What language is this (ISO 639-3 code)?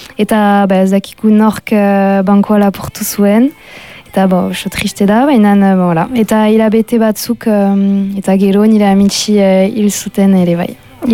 eus